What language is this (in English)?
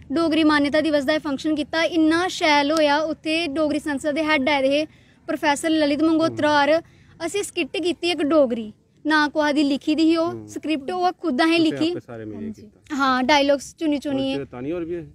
Dogri